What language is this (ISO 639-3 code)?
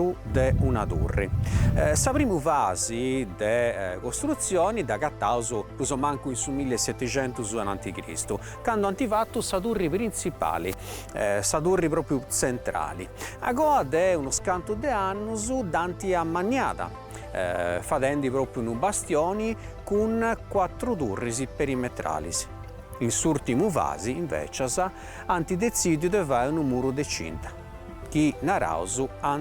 srd